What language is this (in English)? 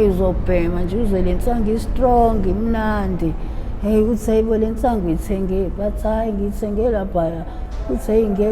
Zulu